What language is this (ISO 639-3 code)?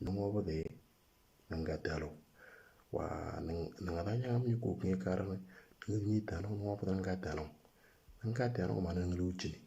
mor